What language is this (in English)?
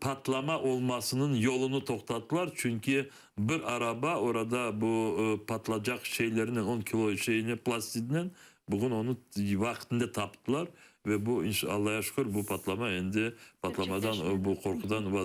Crimean Tatar